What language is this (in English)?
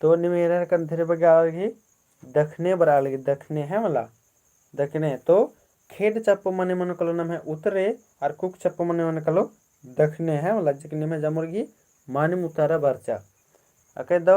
Kurukh